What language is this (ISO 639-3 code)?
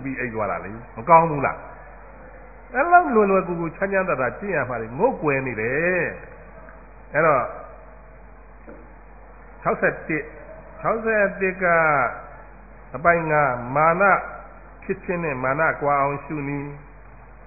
mya